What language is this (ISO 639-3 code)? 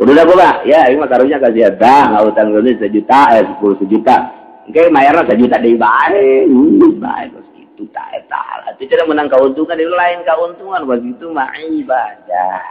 sun